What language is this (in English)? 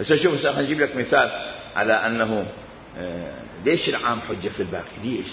Mesopotamian Arabic